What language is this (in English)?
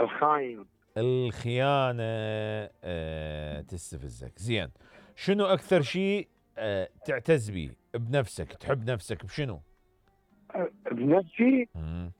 Mesopotamian Arabic